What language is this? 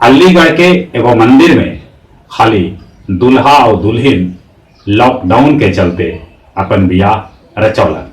Magahi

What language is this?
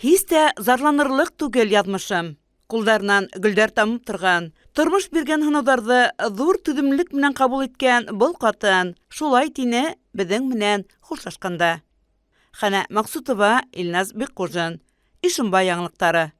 Bashkir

